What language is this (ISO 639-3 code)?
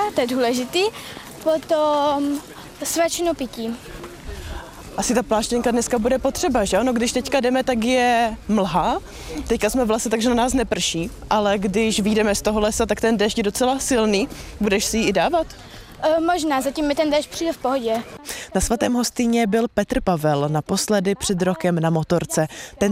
ces